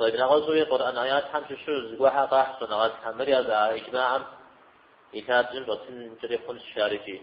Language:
Kabardian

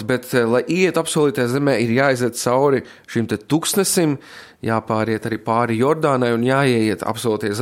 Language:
Latvian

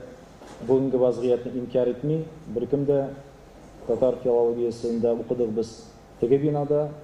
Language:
Tatar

